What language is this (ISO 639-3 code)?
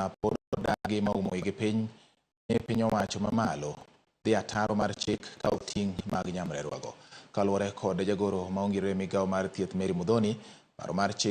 luo